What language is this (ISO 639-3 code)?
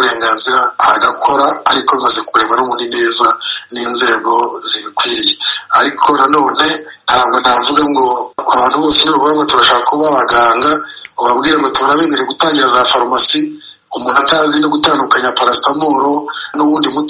kin